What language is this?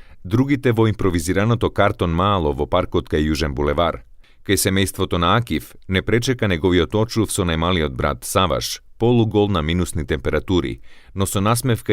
Macedonian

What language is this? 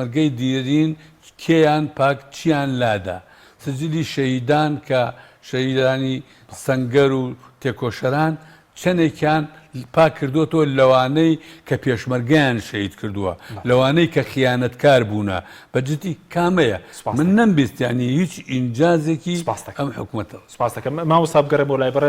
Central Kurdish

